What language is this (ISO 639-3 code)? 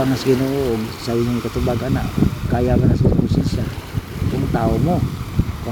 ceb